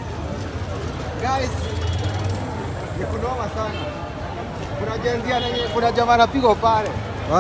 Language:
Swahili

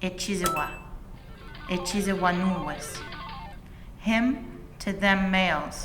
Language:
Mohawk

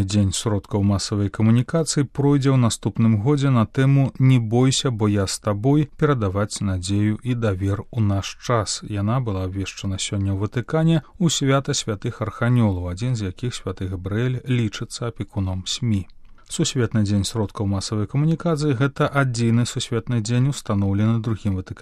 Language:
Belarusian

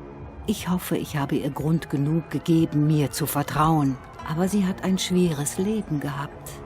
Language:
Swiss German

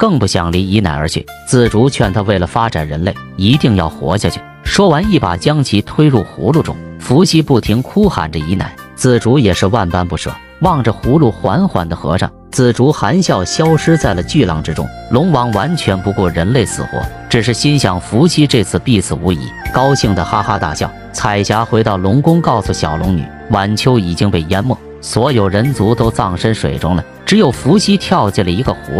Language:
Chinese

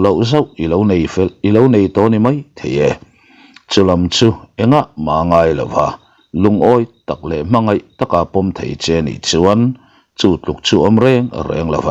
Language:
Mizo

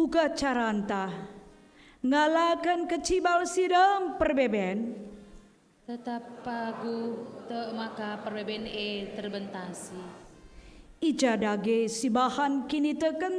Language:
Batak Karo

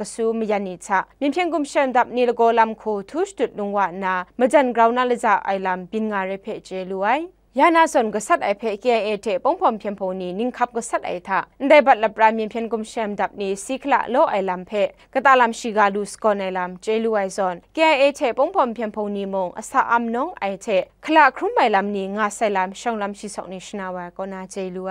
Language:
Kachin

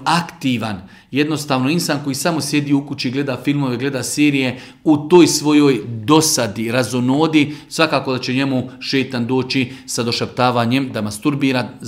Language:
Bosnian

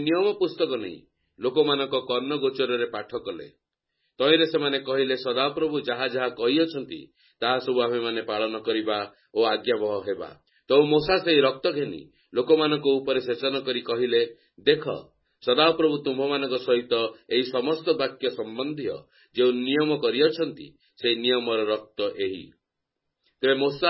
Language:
Odia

